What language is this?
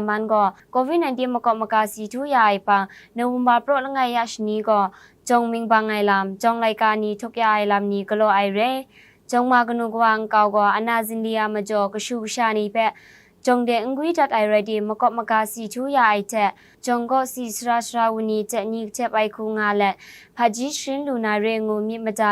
Kachin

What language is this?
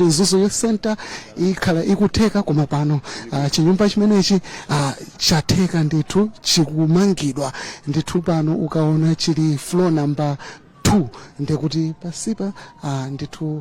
Nyanja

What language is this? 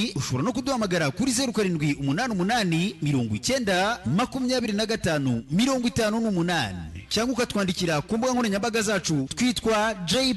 Kinyarwanda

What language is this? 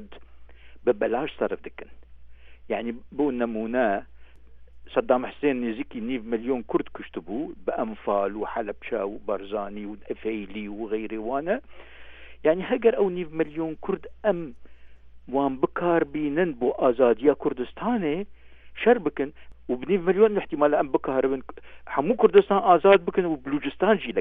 Kurdish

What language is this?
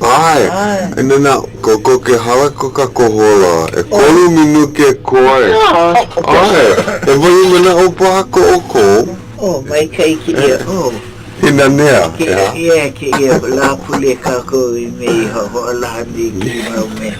Hawaiian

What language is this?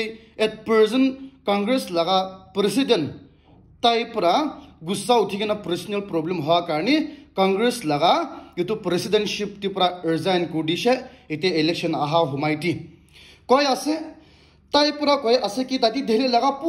Naga Pidgin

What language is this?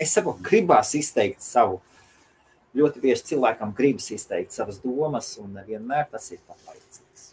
Latvian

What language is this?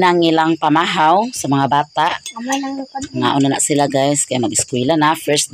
Cebuano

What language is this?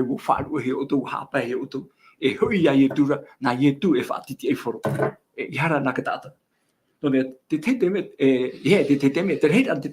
Tahitian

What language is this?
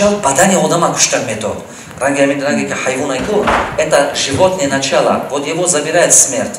Tajik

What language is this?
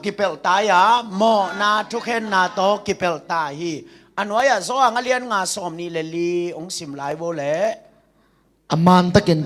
Tedim Chin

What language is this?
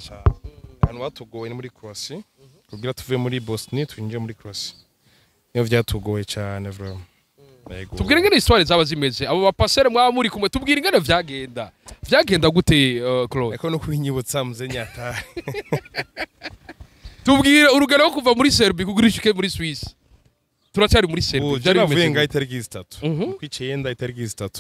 Rundi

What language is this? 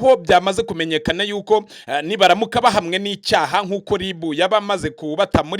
Kinyarwanda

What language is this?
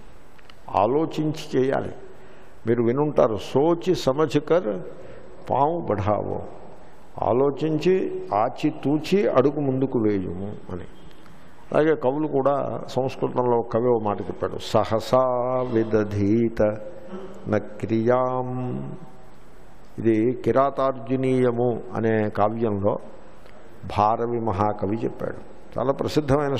Telugu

